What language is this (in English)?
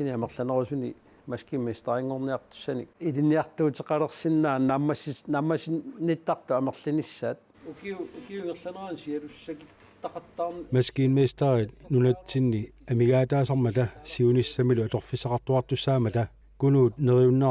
Kalaallisut